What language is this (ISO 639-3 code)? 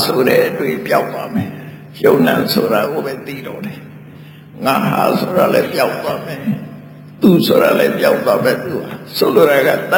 mya